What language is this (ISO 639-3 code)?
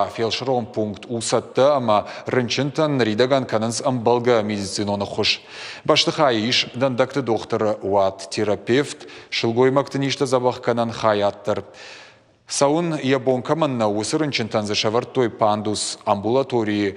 oss